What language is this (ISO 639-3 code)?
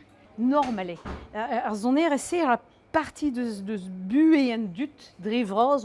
bre